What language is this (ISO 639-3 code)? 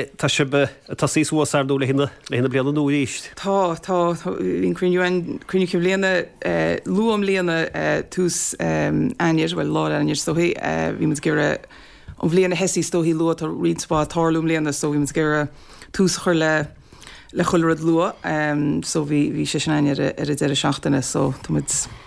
gle